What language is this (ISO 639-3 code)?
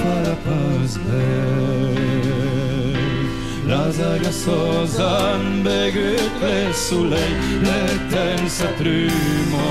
oci